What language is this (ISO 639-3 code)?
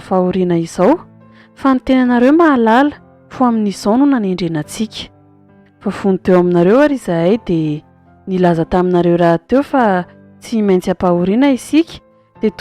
mlg